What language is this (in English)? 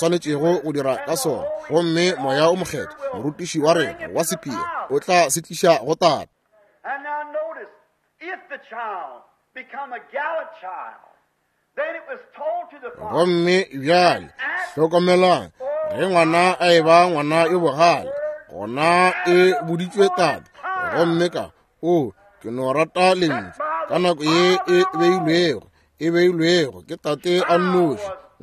Northern Sotho